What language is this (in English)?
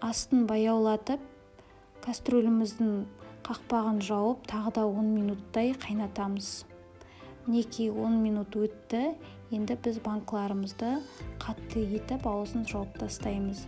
Kazakh